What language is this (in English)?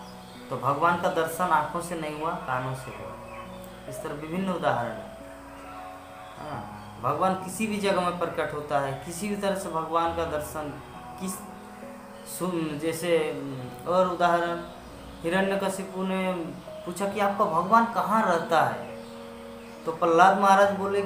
Hindi